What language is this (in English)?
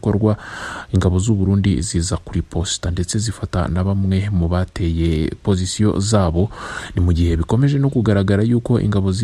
Kinyarwanda